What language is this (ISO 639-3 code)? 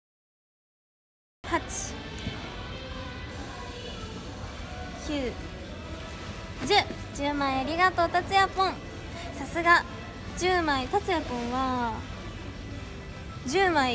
jpn